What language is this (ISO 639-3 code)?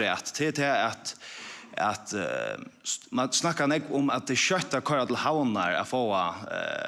fao